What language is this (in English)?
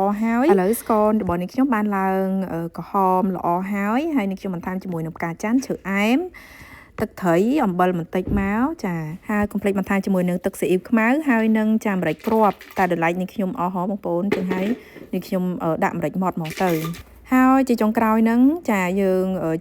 Khmer